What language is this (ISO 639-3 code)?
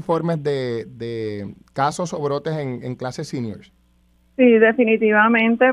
spa